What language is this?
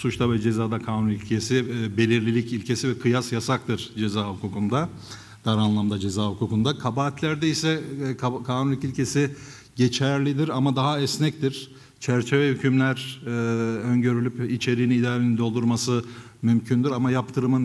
Turkish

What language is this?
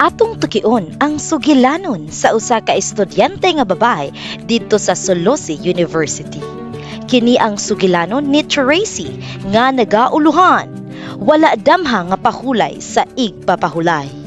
Cebuano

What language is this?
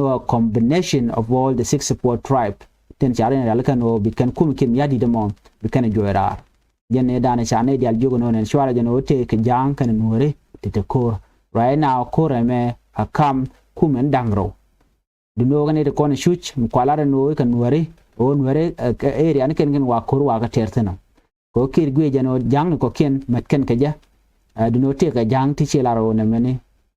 Nuer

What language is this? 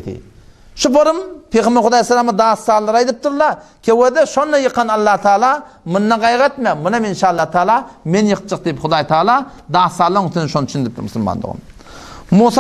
Turkmen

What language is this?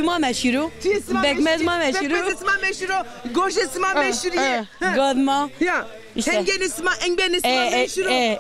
Zaza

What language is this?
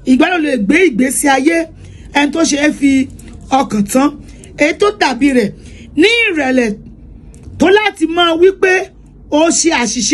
Yoruba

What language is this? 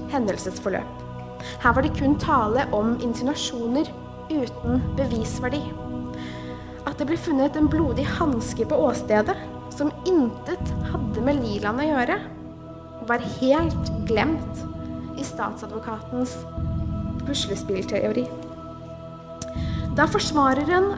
Norwegian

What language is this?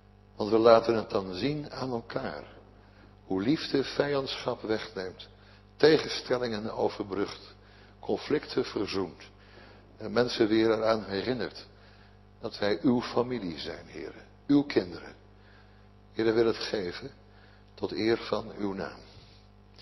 Dutch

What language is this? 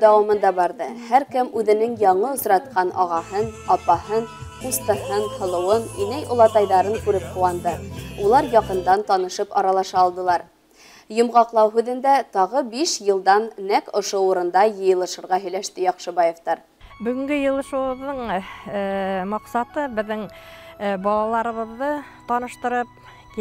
Bashkir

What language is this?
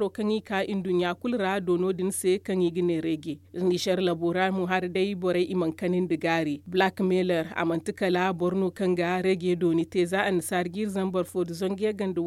Zarma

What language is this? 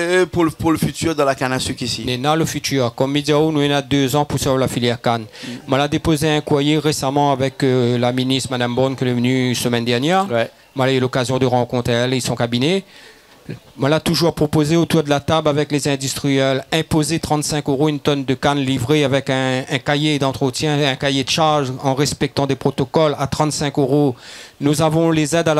Réunion Creole French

